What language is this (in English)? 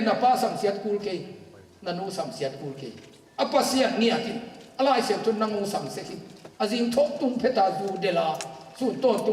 Tedim Chin